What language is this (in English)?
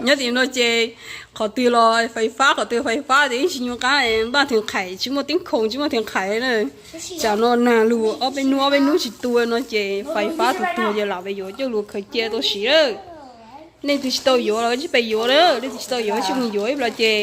Hmong